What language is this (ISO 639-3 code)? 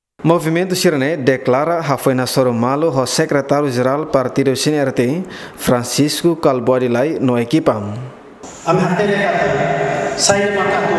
tet